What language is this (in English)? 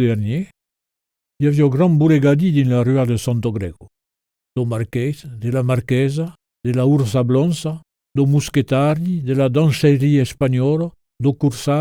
Occitan